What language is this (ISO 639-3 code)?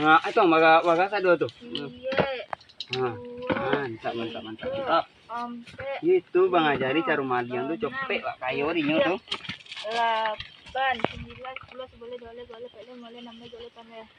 min